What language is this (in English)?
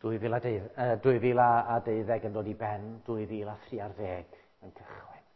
Welsh